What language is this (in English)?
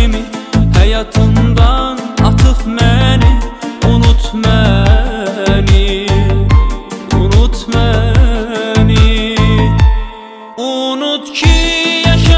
Turkish